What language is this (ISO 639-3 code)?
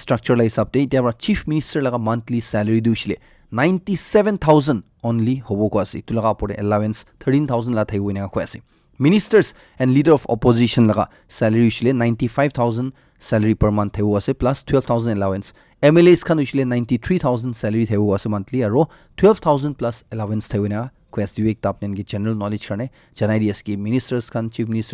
nag